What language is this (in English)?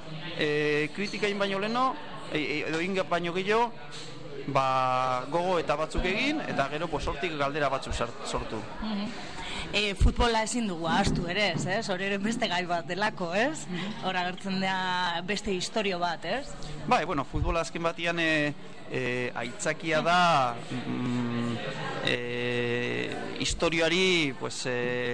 Basque